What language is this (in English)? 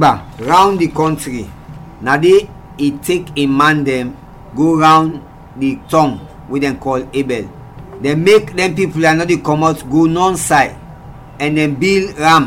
Krio